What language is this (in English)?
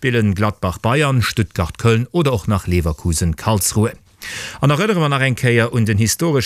Luxembourgish